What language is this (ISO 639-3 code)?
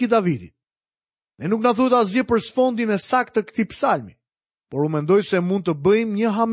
sqi